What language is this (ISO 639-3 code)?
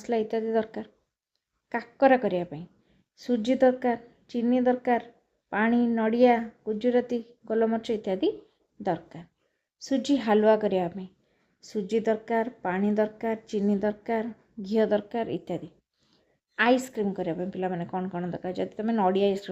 ori